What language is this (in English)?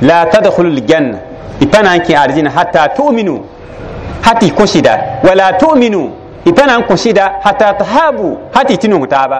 Mossi